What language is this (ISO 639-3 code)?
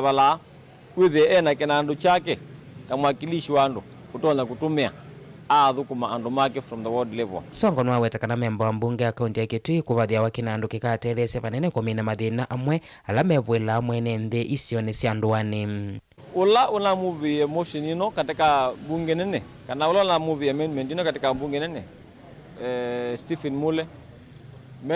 kam